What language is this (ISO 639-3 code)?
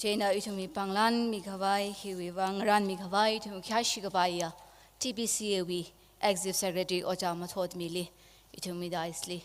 nmf